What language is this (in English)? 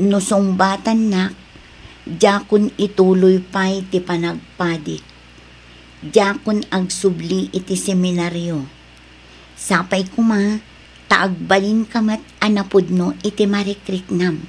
Iloko